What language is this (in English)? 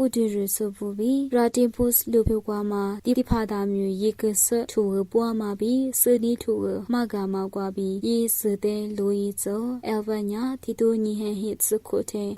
Lisu